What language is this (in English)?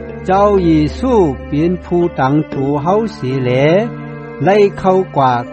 Shan